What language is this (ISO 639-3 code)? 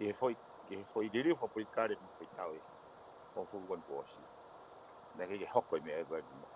ton